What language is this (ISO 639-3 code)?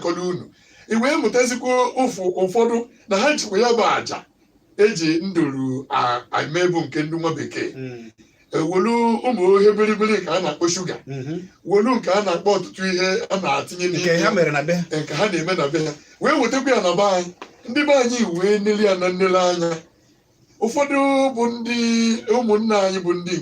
ibo